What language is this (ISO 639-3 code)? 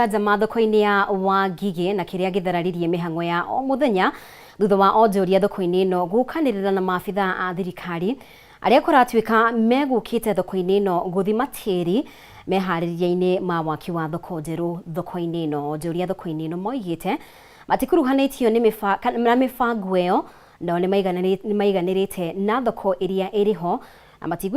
kik